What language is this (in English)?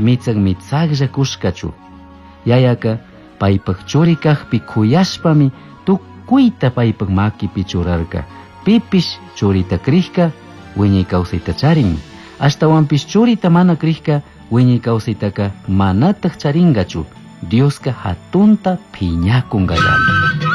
Chimborazo Highland Quichua